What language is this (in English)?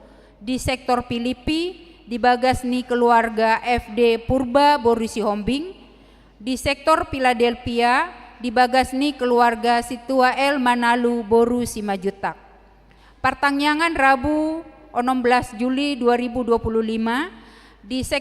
Batak Toba